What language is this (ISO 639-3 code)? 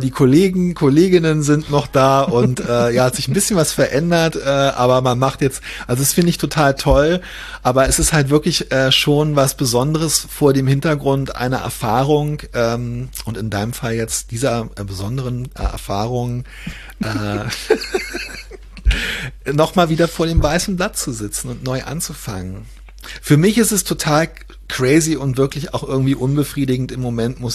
deu